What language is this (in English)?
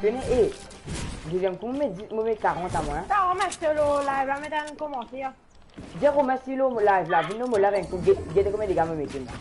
Morisyen